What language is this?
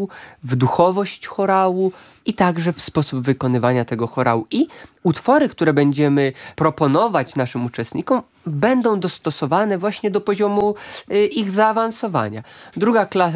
Polish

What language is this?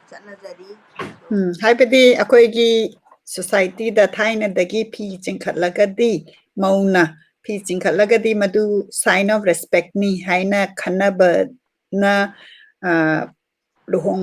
Manipuri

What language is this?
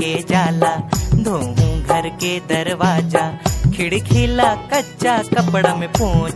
Chhattisgarhi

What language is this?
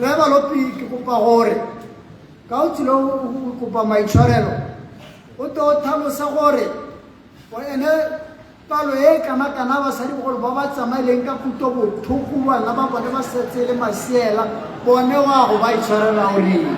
Tswana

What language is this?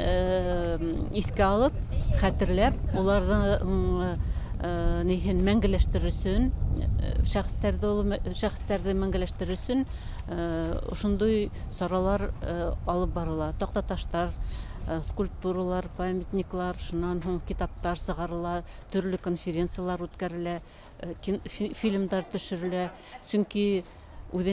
Bashkir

